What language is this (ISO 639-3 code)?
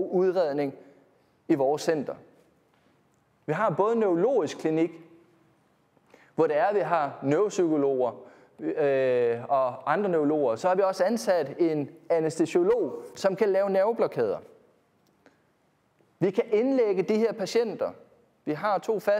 dan